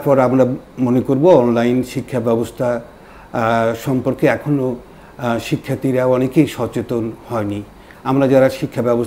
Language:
Bangla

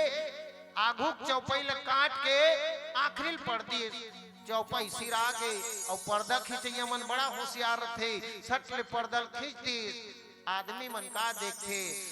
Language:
Chhattisgarhi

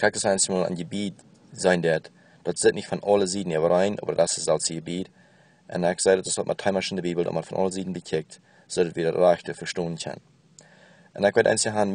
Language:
Plautdietsch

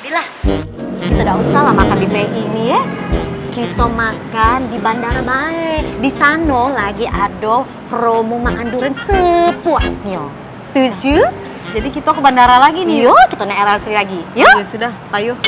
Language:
Musi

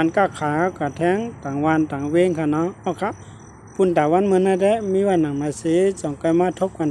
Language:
Shan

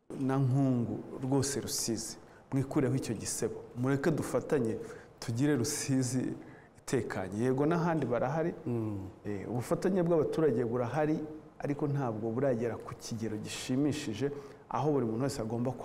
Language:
Kinyarwanda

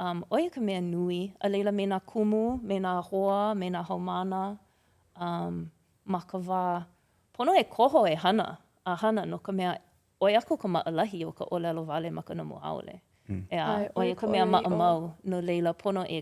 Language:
Hawaiian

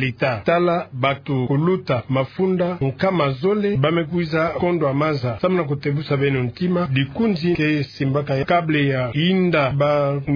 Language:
Kituba (Democratic Republic of Congo)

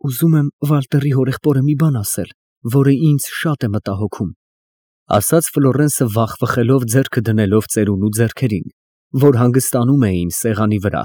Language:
Armenian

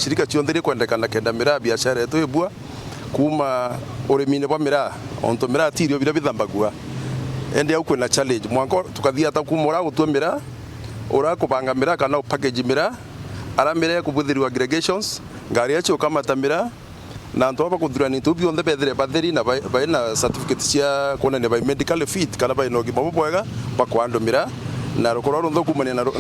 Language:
Meru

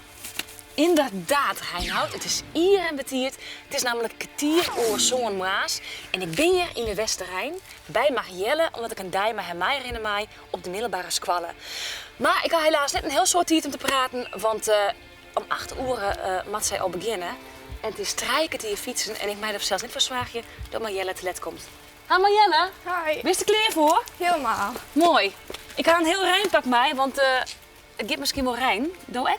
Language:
Western Frisian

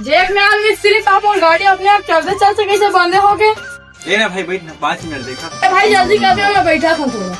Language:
Chhattisgarhi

